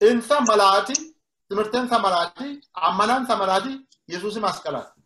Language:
Sidamo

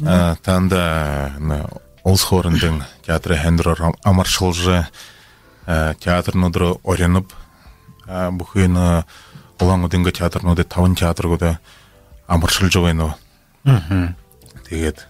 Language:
Buriat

